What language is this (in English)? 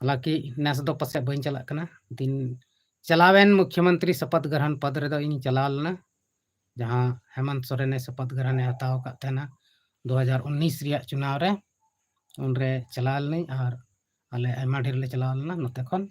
Santali